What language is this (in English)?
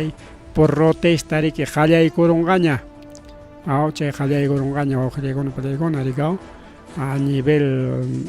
Ayacucho Quechua